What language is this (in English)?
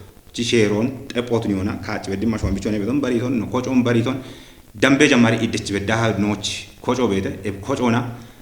Kafa